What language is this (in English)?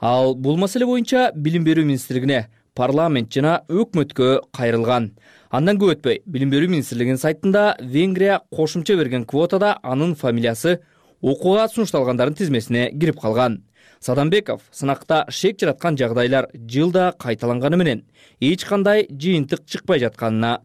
Kyrgyz